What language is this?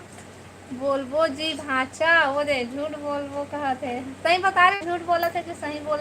Chhattisgarhi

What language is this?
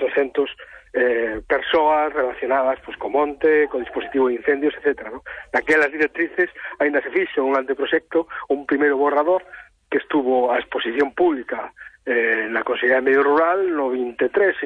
Galician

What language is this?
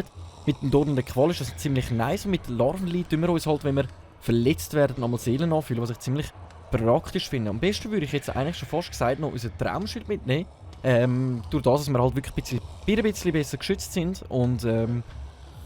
Swiss German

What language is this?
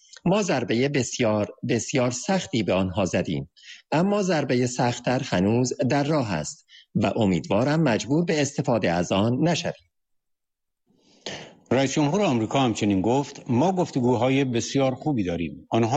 Persian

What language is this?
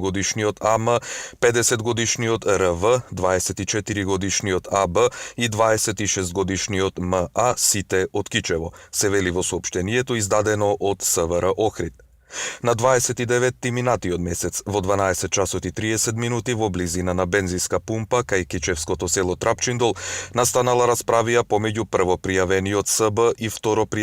Macedonian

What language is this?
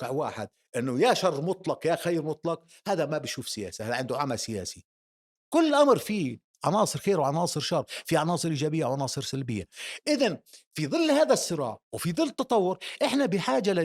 North Levantine Arabic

